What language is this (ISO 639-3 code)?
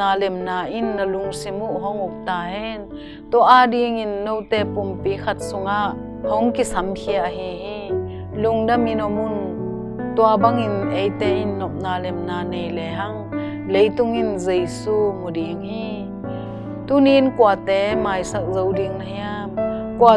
ctd